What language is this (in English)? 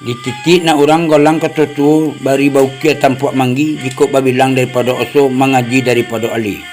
Minangkabau